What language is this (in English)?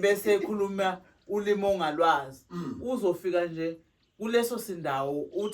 Zulu